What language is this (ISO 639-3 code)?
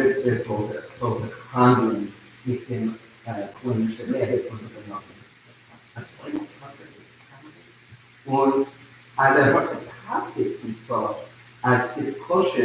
yid